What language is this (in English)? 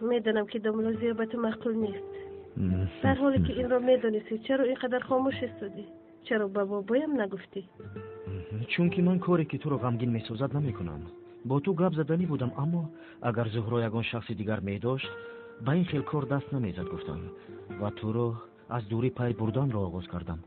Tajik